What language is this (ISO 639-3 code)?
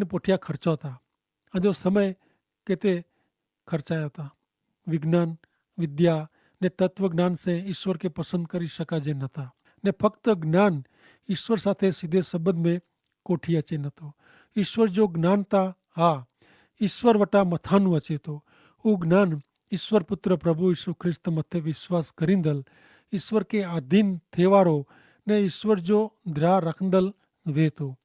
kfr